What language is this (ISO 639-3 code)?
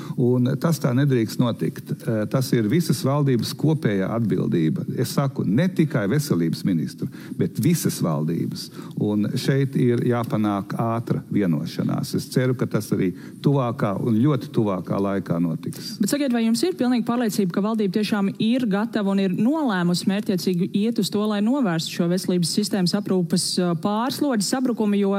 lav